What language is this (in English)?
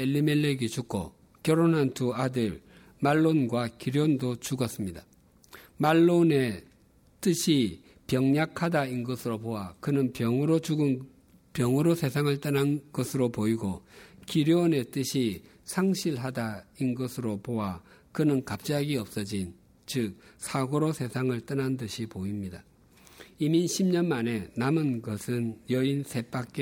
Korean